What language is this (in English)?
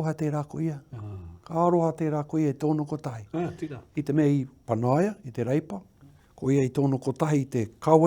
Māori